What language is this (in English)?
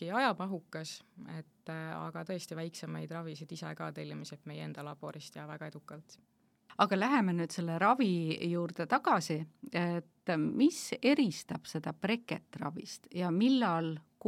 Estonian